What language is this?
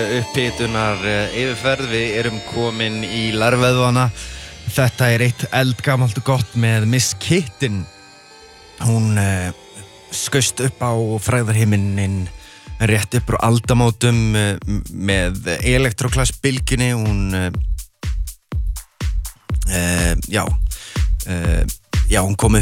Icelandic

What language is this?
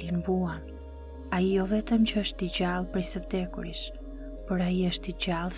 Albanian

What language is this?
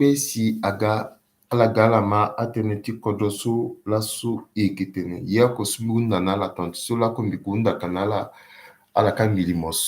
Sango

